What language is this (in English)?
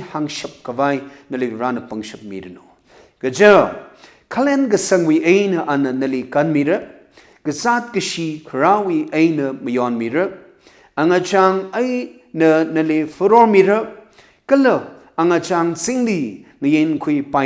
Tangkhul Naga (India)